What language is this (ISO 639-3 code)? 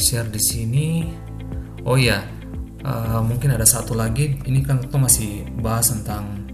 abs